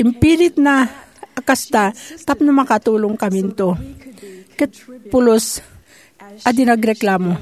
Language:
Iloko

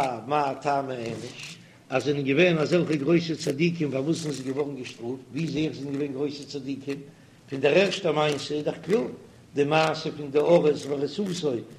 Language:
Yiddish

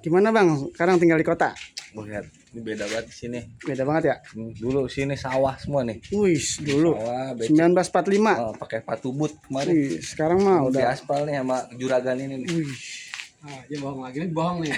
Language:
Betawi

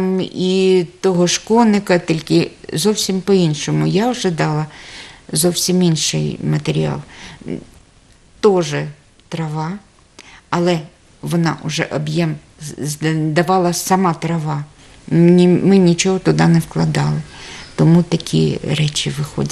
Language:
Ukrainian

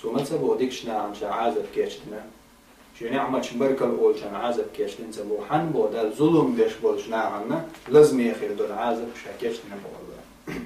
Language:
Chechen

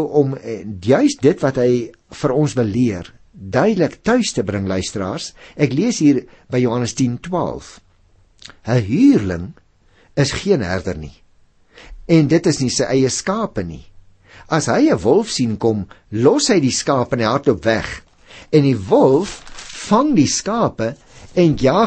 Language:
Afrikaans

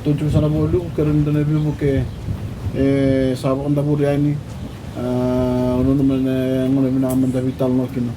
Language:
Fijian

